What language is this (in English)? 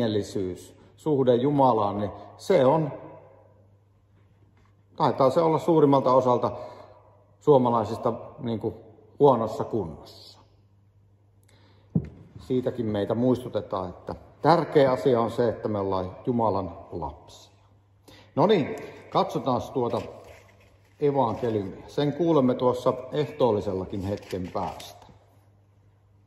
Finnish